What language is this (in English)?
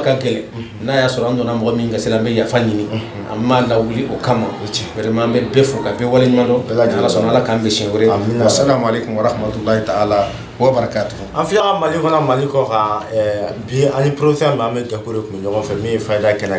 Bambara